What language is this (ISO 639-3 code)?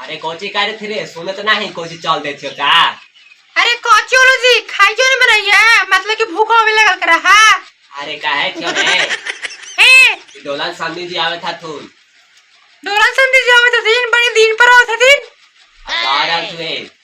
mag